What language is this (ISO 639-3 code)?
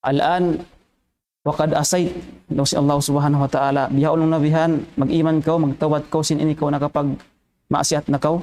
tsg